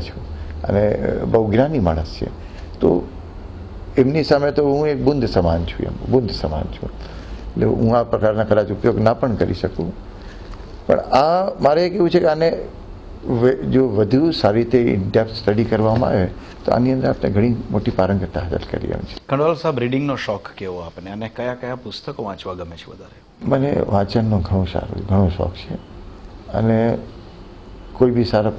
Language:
Gujarati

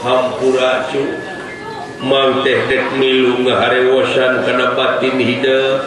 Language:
Sundanese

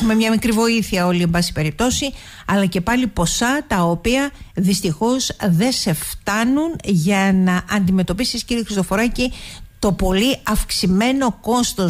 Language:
Greek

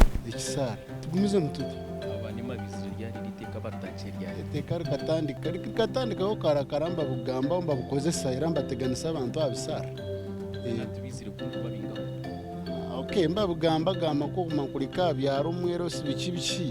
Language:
Nyankole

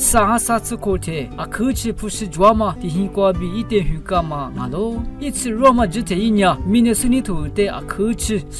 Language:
Lisu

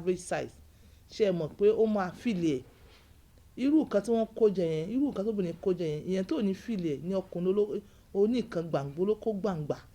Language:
Yoruba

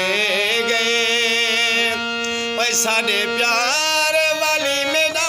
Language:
Saraiki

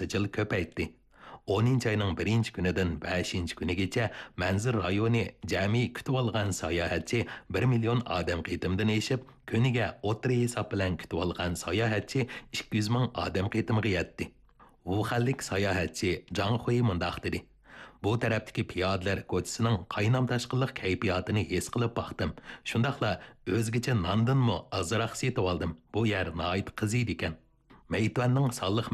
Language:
Uyghur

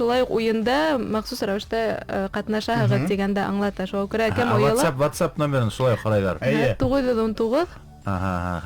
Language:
Bashkir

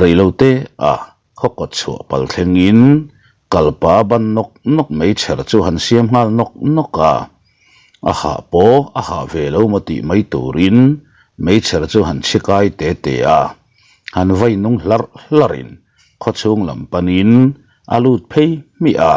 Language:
Mizo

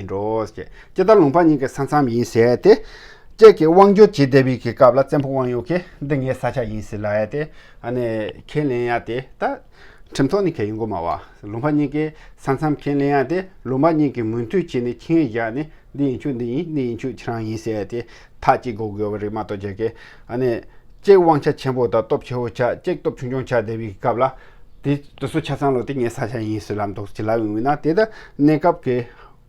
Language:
Tibetan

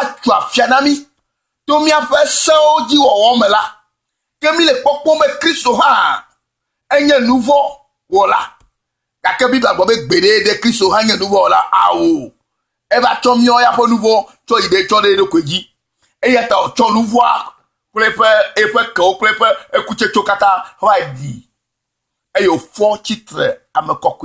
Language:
Ewe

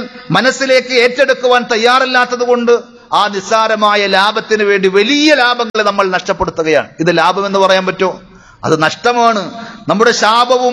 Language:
Malayalam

